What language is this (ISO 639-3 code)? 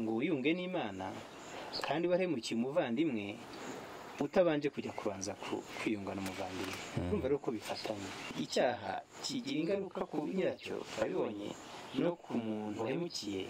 kin